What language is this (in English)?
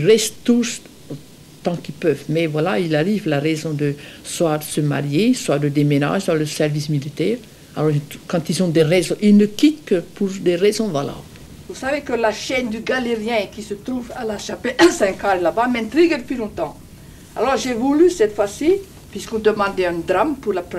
French